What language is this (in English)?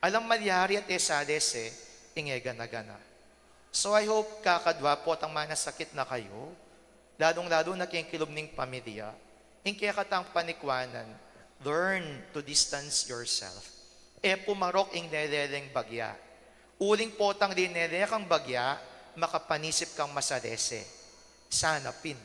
Pampanga